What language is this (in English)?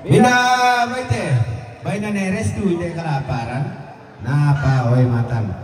Toraja-Sa'dan